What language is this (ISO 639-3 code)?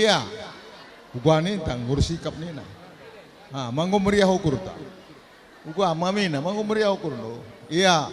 btx